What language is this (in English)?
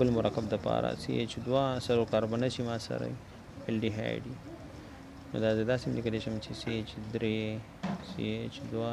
Pashto